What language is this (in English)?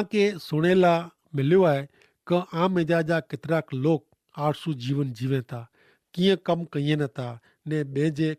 Kachhi